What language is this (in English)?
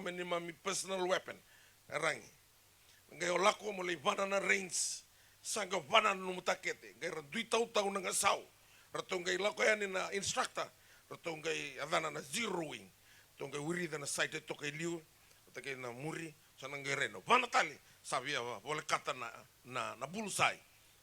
Fijian